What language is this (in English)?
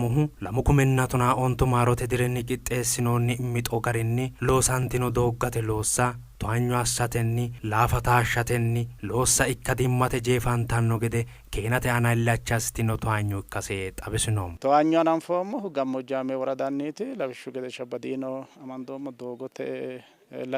Sidamo